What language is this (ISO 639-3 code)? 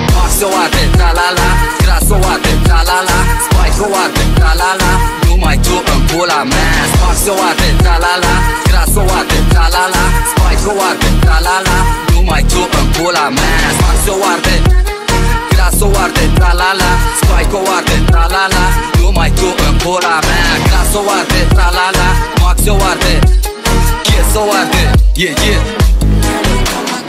ron